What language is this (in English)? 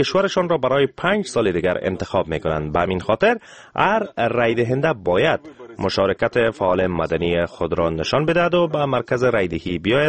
Persian